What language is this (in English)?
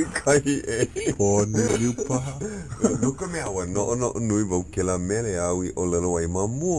Hawaiian